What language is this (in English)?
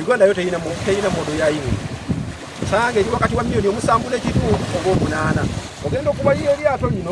Ganda